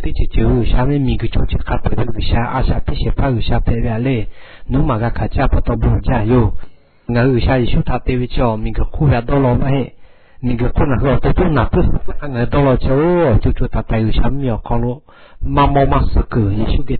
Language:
Lahu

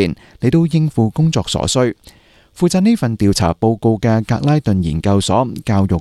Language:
Cantonese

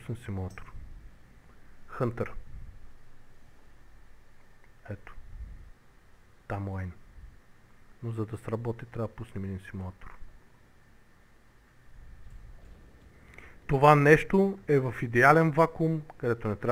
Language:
Bulgarian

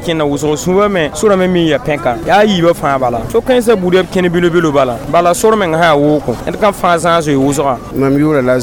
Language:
Mossi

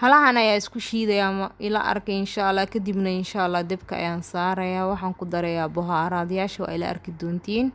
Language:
Somali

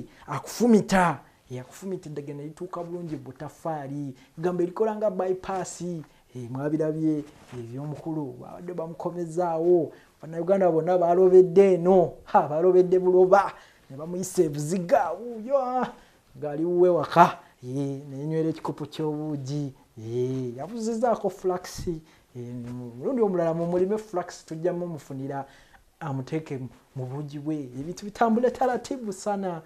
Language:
Ganda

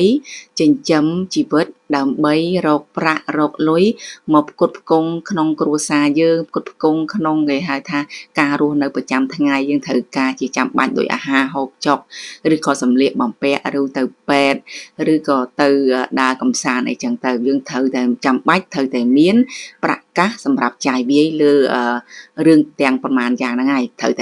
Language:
Khmer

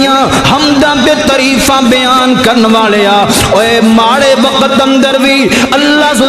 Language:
Western Panjabi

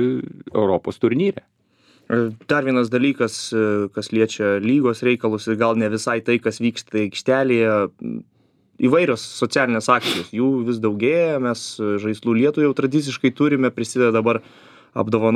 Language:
Lithuanian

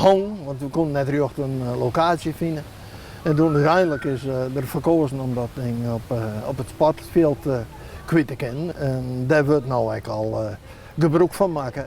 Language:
Western Frisian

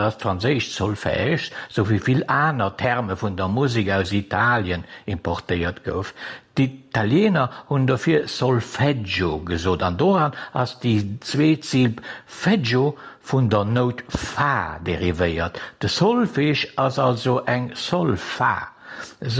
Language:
Luxembourgish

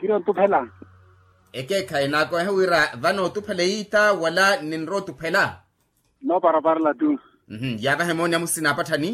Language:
Makhuwa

